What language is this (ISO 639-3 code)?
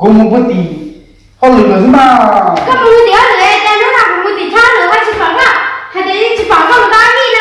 hmn